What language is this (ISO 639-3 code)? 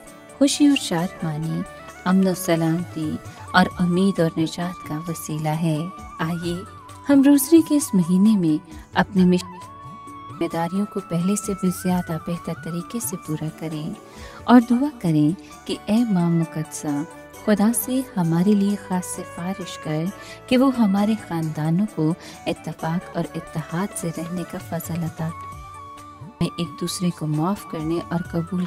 urd